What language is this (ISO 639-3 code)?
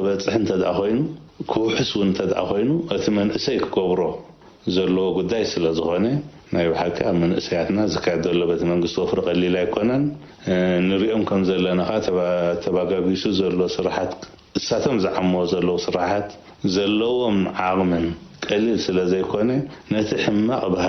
tir